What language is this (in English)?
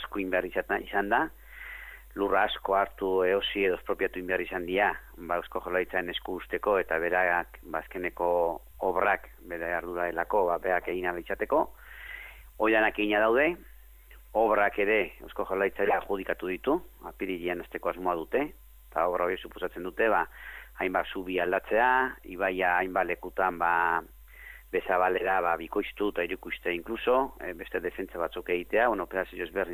Basque